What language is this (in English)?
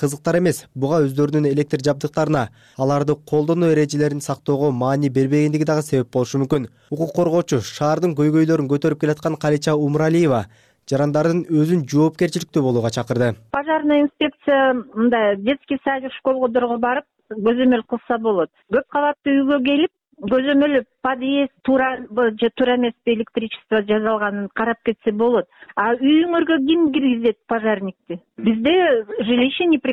Kyrgyz